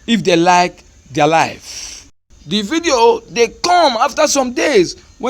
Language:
Nigerian Pidgin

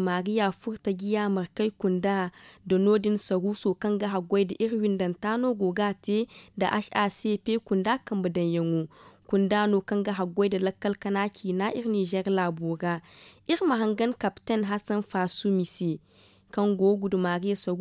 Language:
Zarma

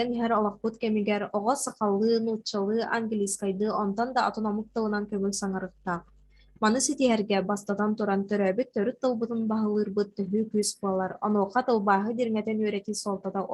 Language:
Yakut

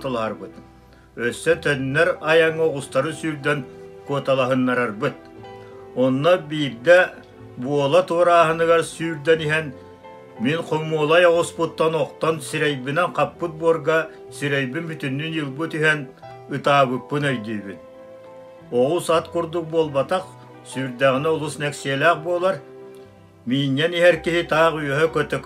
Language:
Yakut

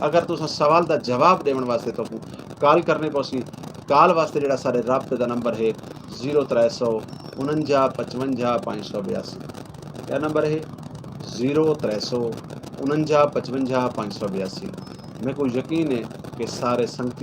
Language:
Saraiki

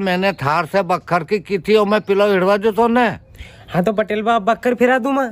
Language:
Rajasthani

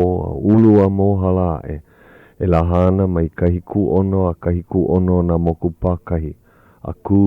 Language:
Hawaiian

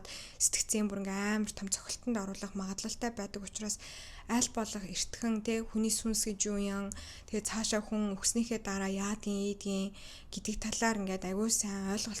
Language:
Mongolian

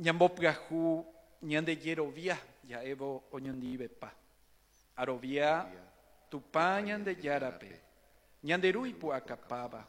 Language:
Guarani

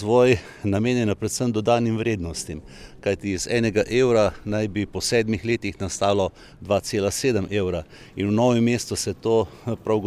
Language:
Slovenian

